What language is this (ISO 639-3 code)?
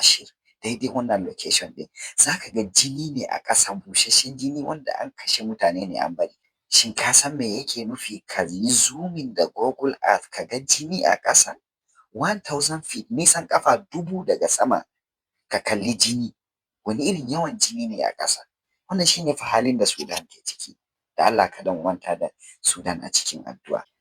hau